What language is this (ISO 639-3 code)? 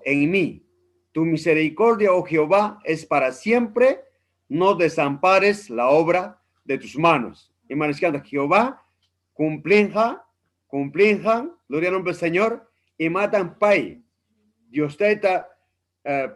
quy